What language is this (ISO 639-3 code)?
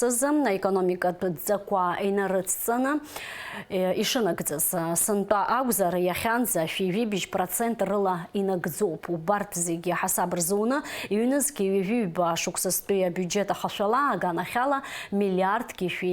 abk